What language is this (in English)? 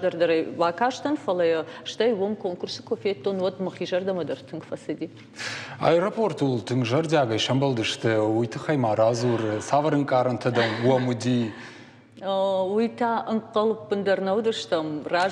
Ossetic